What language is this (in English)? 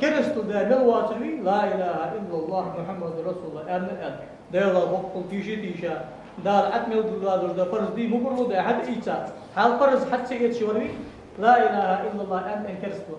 Ingush